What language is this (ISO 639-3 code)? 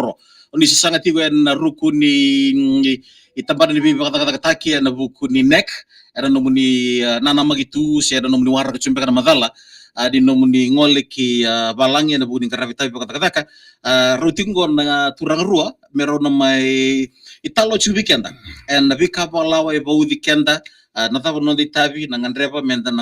fij